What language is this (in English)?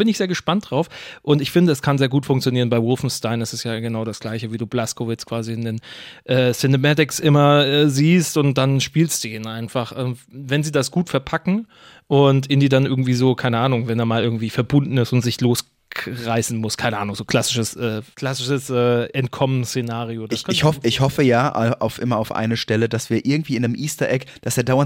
German